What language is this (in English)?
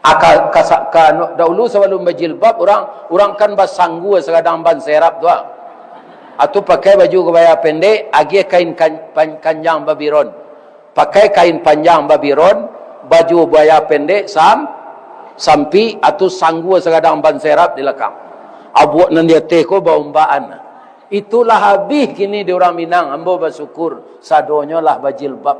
Minangkabau